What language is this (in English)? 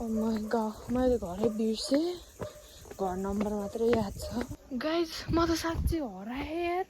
Nepali